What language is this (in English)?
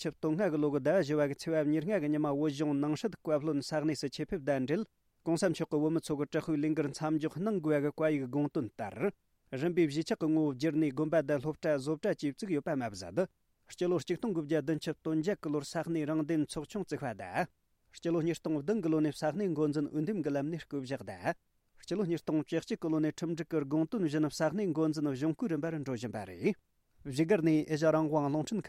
Tibetan